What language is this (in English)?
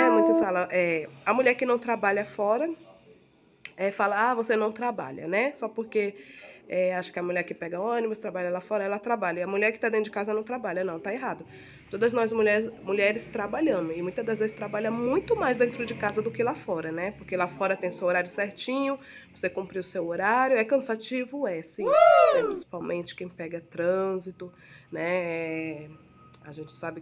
Portuguese